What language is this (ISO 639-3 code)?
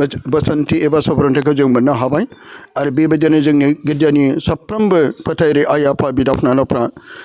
brx